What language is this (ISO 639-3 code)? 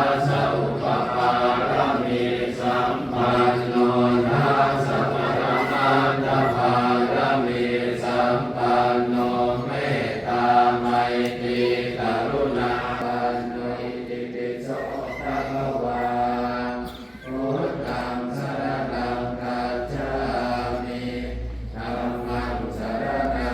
pli